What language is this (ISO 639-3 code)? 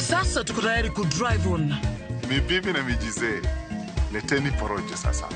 luo